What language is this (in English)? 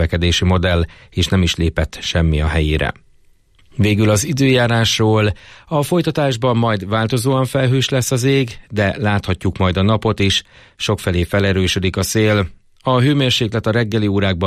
Hungarian